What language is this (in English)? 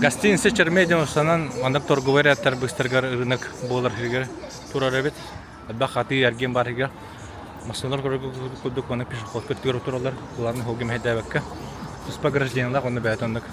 Yakut